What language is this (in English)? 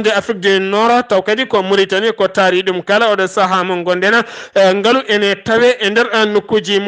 Fula